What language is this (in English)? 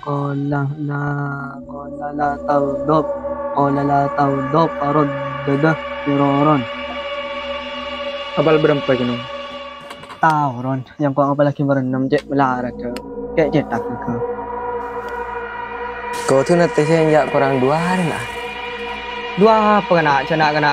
Malay